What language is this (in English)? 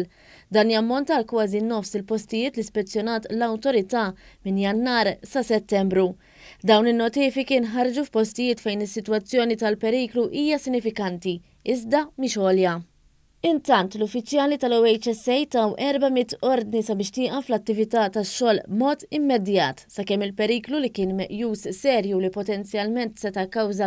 Maltese